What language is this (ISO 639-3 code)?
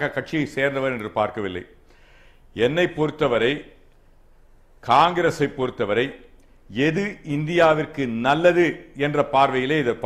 tam